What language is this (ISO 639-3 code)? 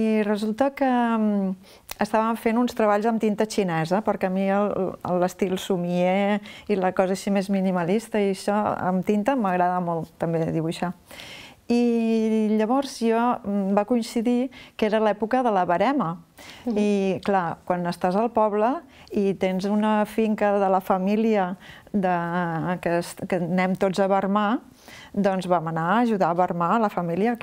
cat